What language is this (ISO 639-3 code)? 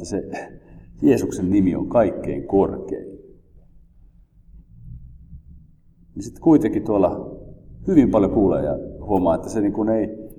fin